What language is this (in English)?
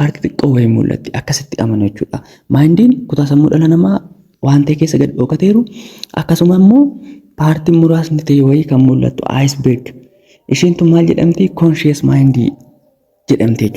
Oromo